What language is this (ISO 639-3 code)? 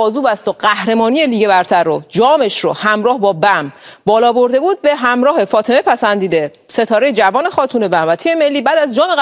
fas